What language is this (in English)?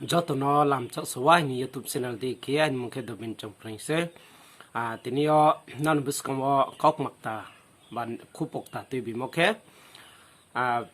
Riang (India)